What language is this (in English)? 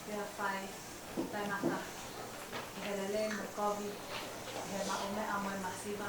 Tongan